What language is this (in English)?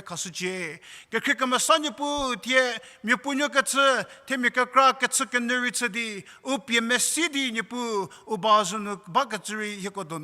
Angami Naga